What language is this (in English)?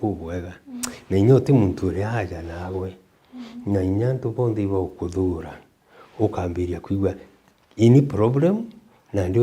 Meru